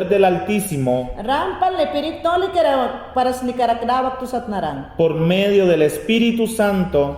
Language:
Mayangna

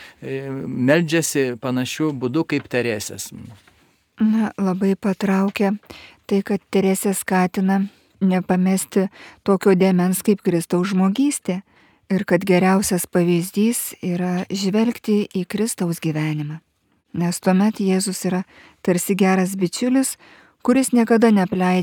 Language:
Lithuanian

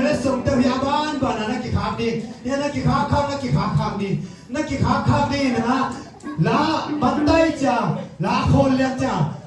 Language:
Tedim Chin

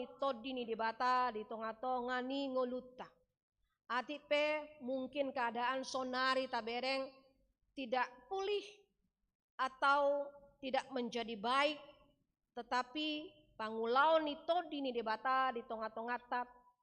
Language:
Batak Toba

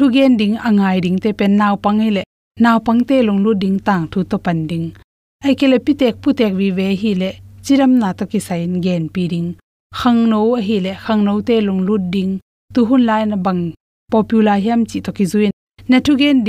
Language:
Tedim Chin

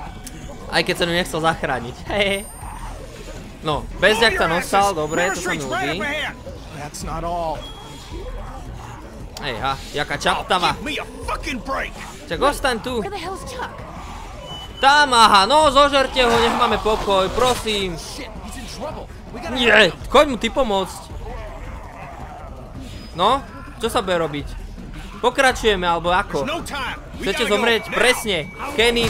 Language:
Slovak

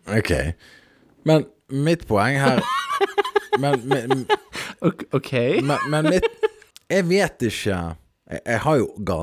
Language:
Norwegian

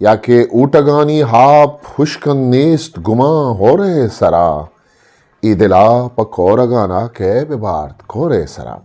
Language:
Eastern Balochi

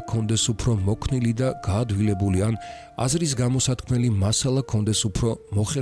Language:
Georgian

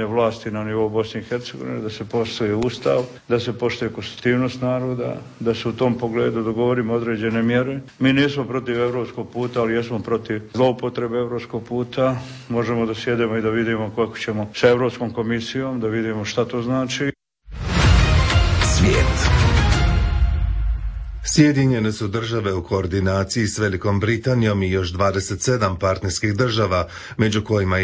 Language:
Croatian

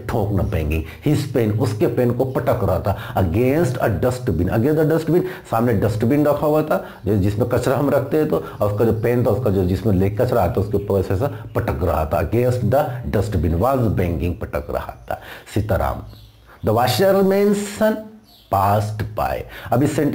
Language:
Hindi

